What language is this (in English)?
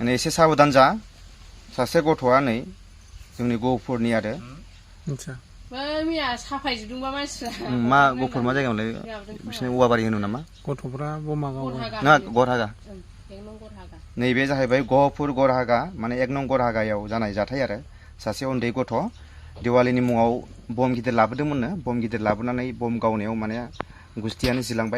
Bodo